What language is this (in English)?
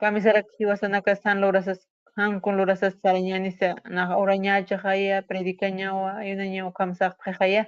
Aymara